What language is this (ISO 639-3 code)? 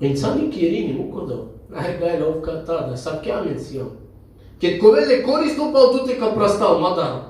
rmn